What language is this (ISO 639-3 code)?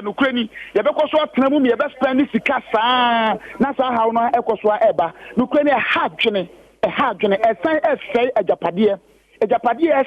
aka